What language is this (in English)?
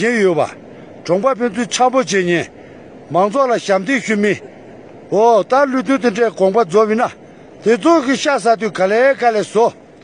Tibetan